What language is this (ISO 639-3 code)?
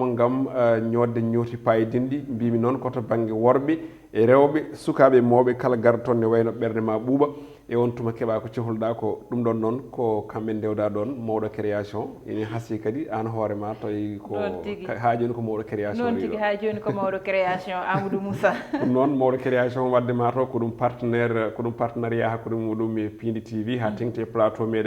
ful